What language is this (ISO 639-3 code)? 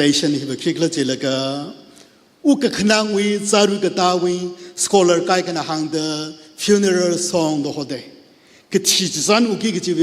nmf